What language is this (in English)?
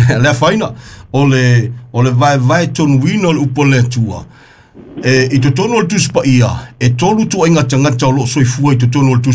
Samoan